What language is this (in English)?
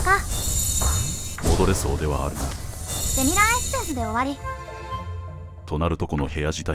Japanese